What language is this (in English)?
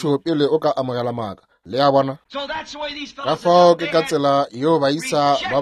Northern Sotho